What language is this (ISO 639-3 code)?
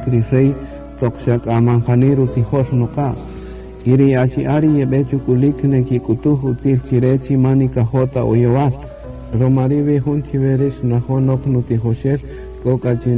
cak